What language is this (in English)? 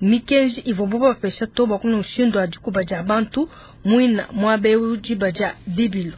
Luba-Lulua